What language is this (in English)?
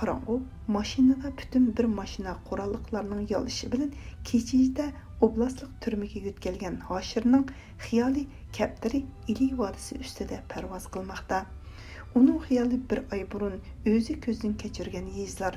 Uyghur